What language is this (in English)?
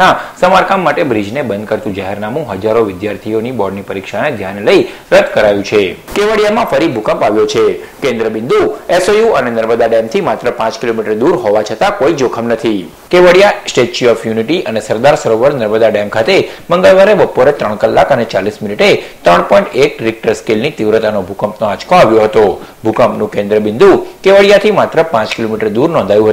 Gujarati